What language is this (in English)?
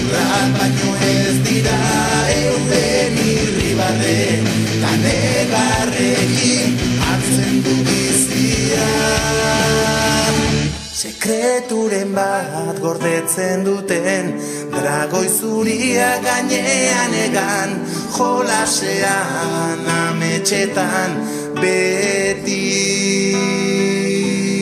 Basque